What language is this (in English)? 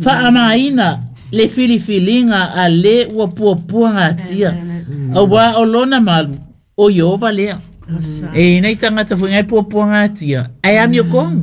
Samoan